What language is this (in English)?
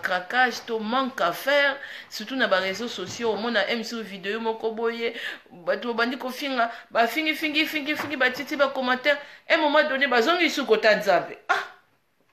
Lingala